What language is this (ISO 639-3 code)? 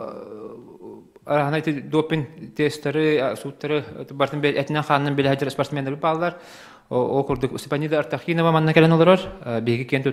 sah